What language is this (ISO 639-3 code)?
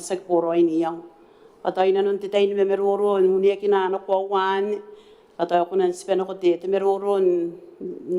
gil